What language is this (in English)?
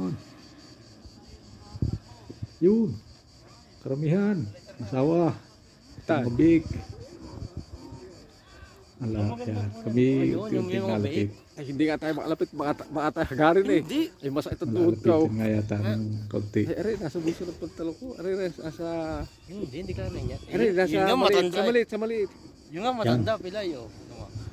Filipino